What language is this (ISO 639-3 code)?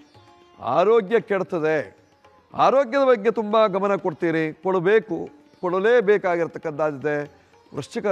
kan